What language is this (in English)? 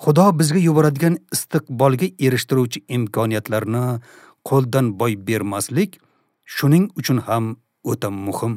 Uzbek